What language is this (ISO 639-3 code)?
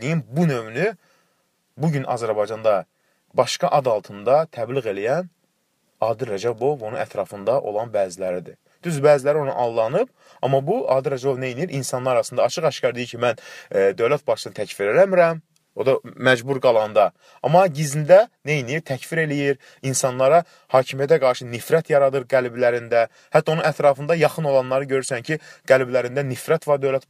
aze